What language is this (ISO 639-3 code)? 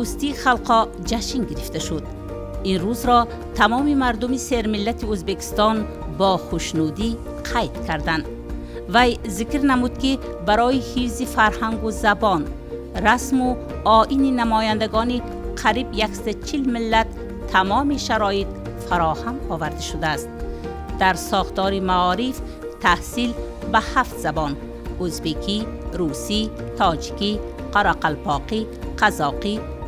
tgk